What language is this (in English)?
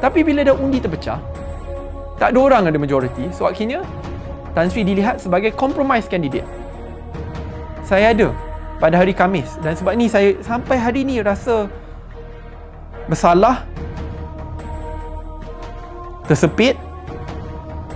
Malay